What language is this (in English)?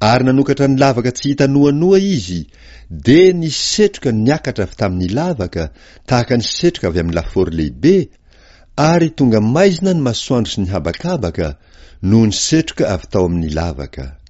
Malagasy